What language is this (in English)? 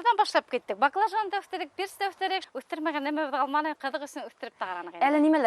Bashkir